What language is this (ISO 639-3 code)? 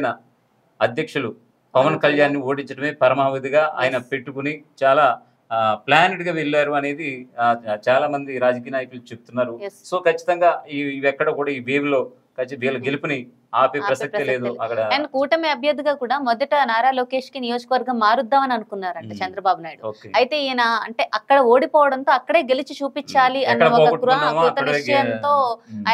tel